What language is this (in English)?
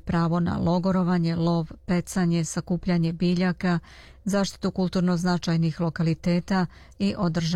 Serbian